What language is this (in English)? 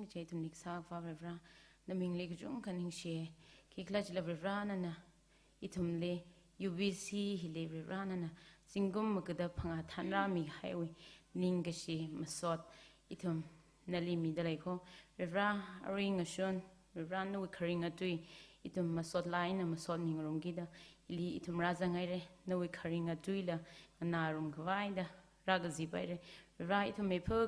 Tangkhul Naga (India)